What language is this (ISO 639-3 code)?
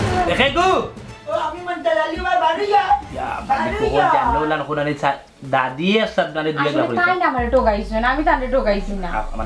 syl